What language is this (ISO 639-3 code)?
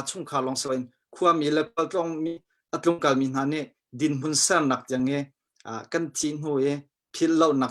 cnh